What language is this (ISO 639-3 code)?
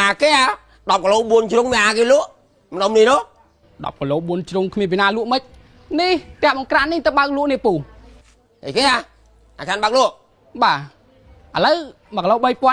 khm